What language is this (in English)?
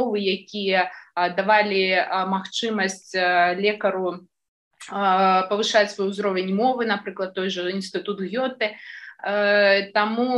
Belarusian